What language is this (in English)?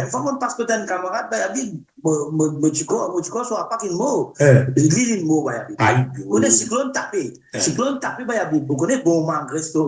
Morisyen